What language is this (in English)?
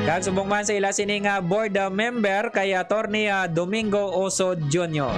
Hiligaynon